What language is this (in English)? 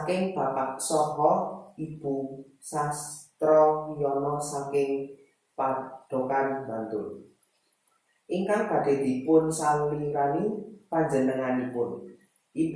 Javanese